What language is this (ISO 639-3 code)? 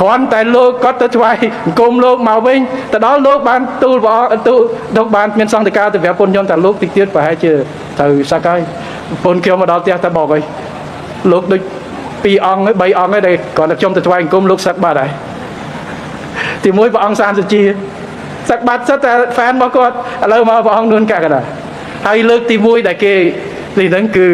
khm